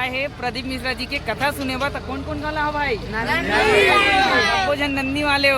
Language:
Chhattisgarhi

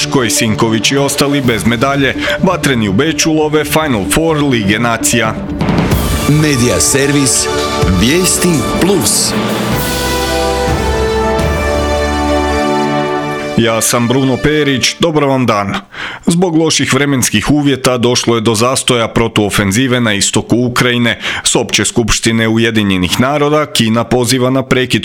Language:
Croatian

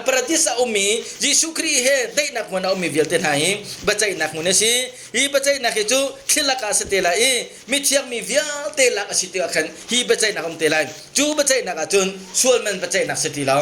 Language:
Hakha Chin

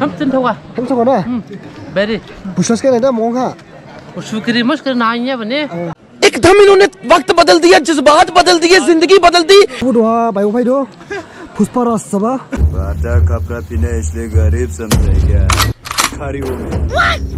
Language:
Dimasa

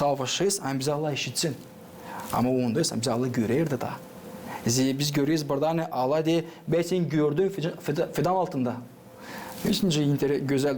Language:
Gagauz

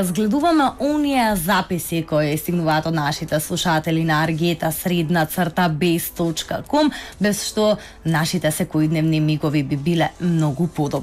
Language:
Macedonian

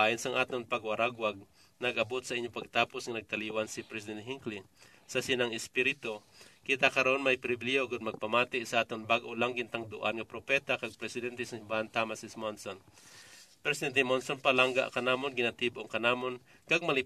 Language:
Hiligaynon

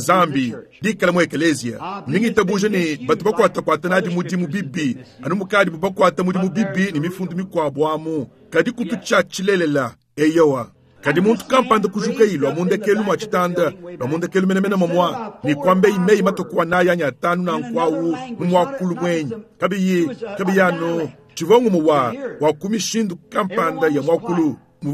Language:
Luba-Lulua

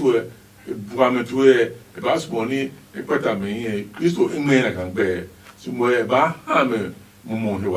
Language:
Adangme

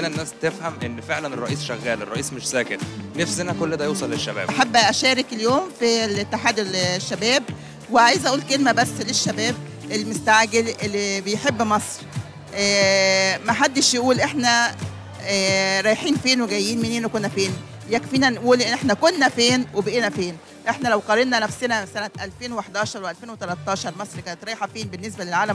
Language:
Egyptian Arabic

